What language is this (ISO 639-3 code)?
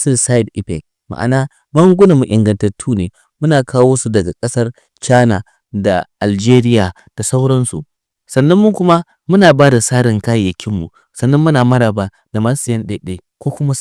hau